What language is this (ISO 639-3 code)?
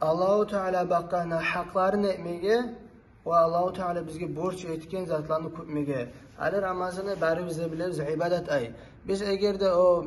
kum